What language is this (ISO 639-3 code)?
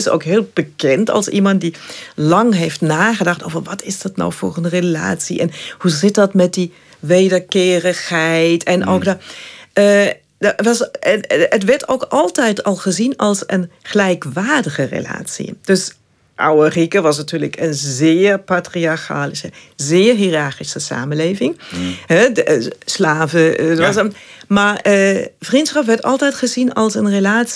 nld